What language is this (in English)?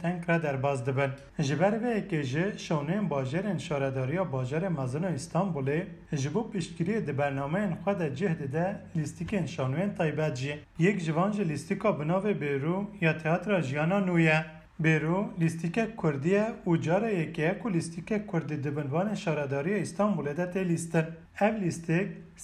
Kurdish